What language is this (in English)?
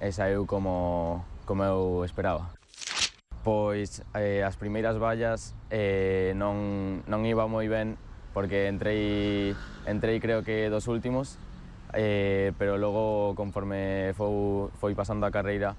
Galician